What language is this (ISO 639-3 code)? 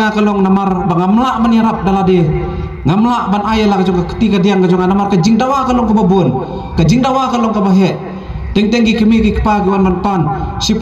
kha